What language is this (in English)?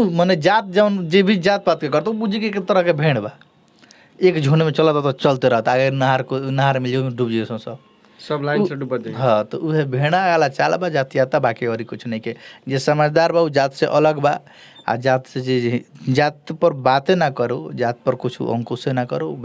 Bhojpuri